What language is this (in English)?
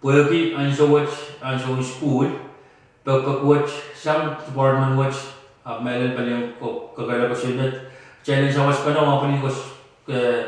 Pohnpeian